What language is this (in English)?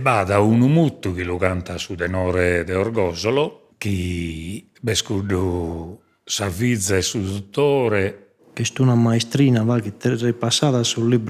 Sardinian